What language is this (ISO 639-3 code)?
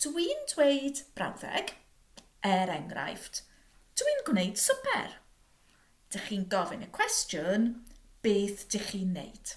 cym